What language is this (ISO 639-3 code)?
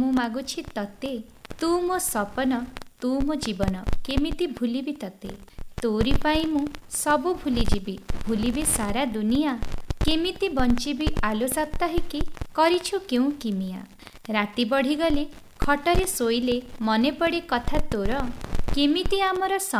ori